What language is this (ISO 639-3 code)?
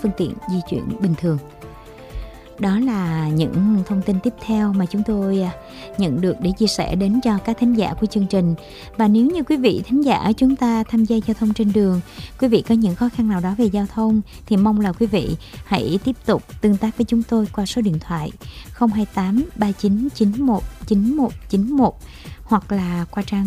vie